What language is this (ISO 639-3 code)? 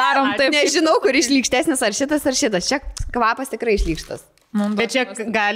lit